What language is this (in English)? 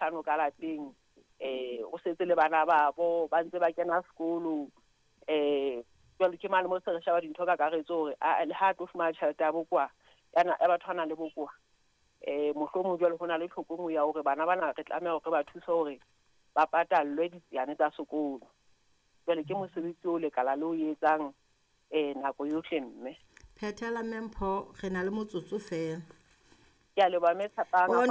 Southern Sotho